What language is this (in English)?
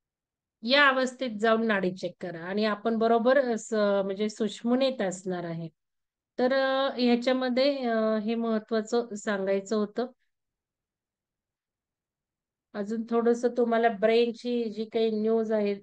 Marathi